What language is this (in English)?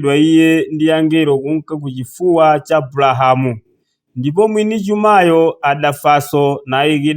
Nyanja